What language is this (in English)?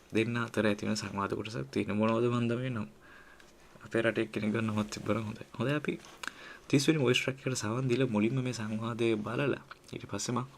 Sinhala